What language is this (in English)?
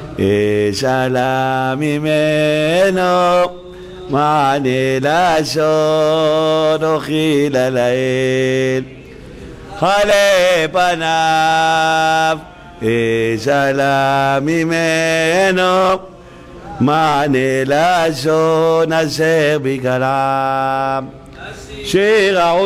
Hebrew